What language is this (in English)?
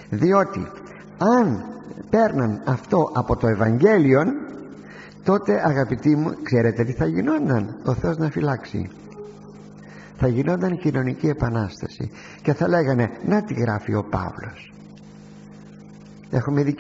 Greek